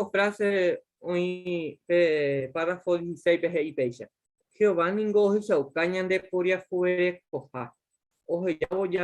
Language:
Guarani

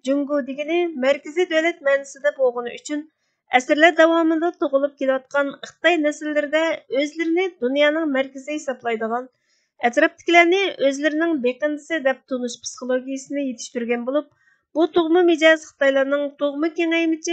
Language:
Uyghur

